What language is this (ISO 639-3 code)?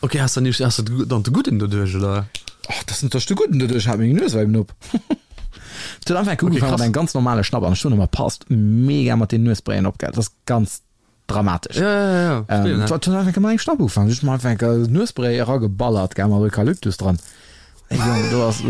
ltz